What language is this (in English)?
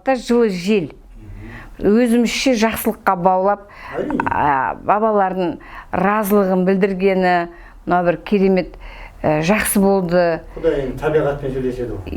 Kazakh